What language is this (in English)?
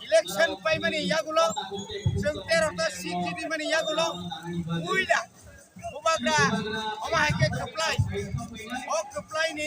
Kok Borok